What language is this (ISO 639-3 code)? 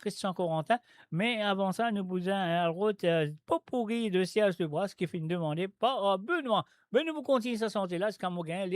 mfe